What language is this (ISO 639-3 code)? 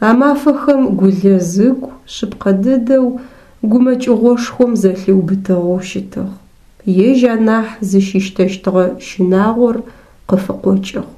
ady